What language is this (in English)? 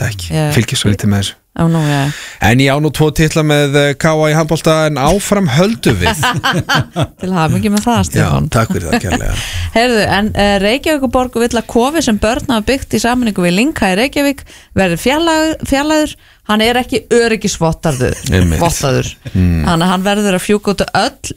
Icelandic